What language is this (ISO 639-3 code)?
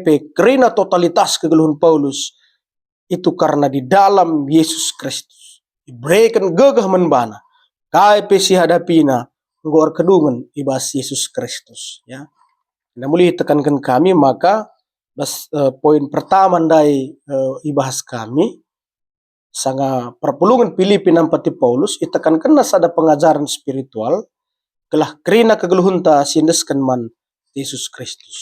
btx